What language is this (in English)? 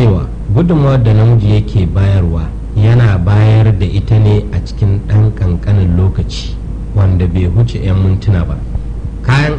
Hausa